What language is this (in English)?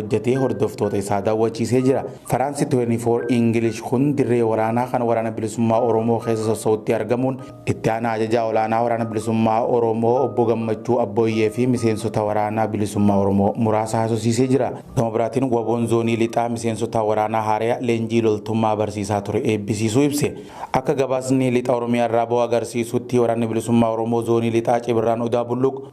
Oromo